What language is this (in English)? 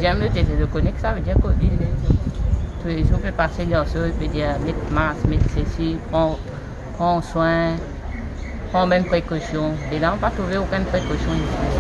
Morisyen